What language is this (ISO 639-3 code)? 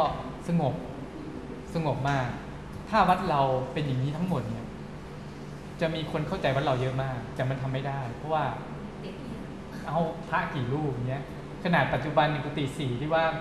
tha